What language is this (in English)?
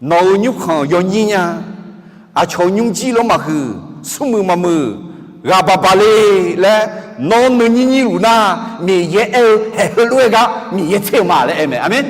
Akha